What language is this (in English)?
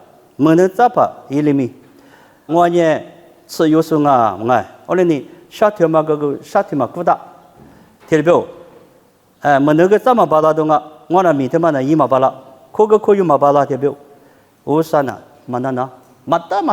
Lisu